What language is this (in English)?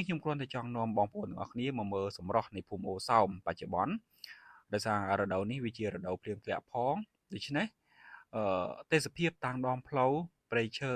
Khmer